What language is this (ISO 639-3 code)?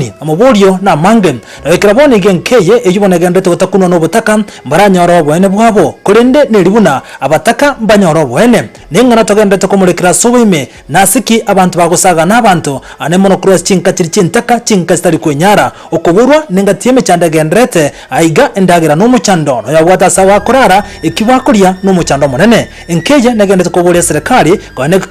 guz